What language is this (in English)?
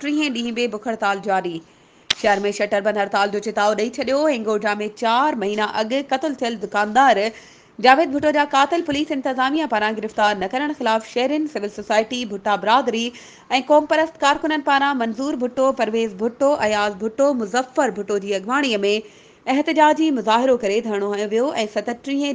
Sindhi